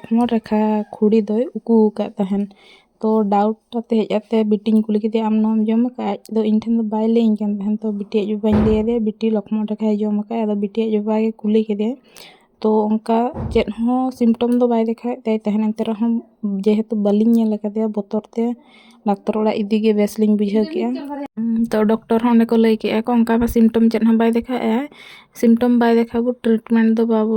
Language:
Santali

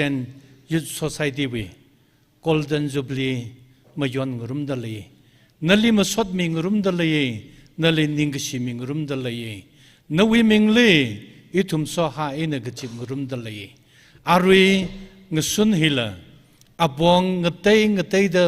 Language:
Tangkhul Naga (India)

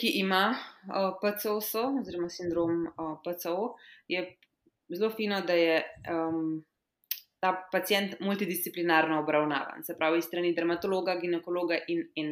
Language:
Slovenian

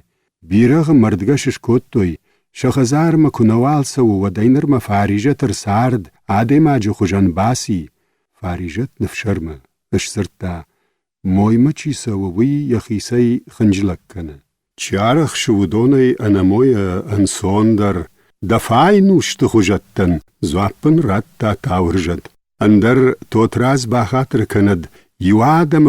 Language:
Ossetic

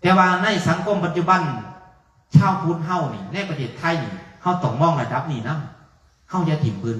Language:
Northeastern Thai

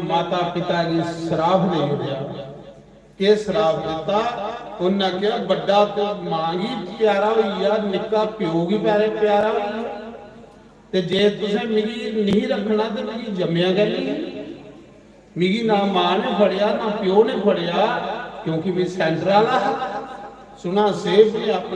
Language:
Dogri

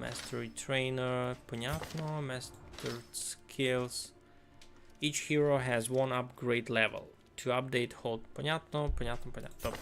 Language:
Rusyn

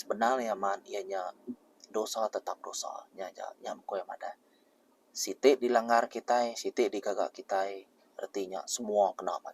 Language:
Iban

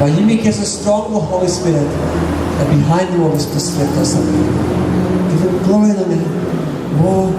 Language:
Tok Pisin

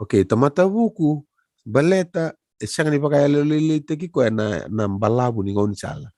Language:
Fijian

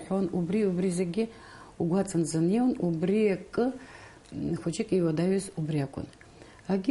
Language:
Abkhazian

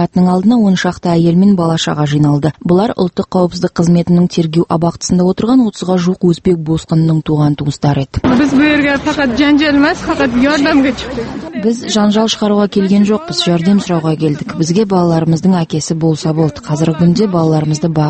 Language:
Kazakh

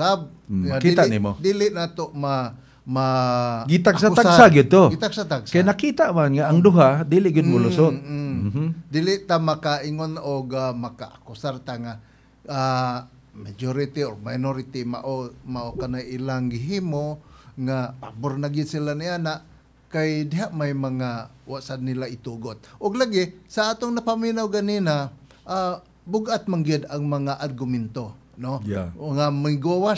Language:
Cebuano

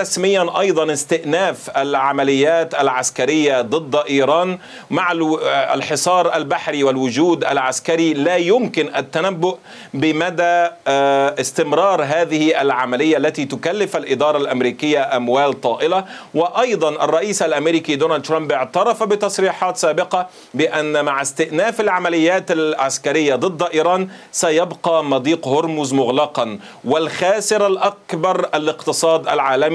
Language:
Arabic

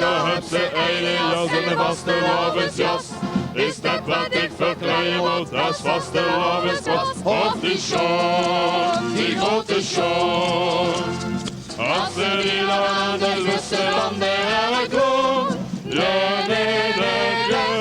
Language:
Limburgish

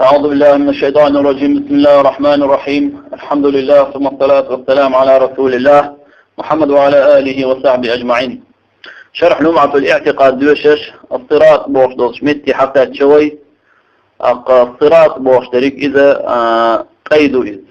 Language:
Chechen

